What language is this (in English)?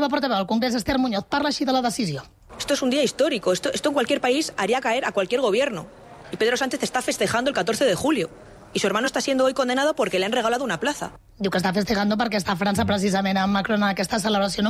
Catalan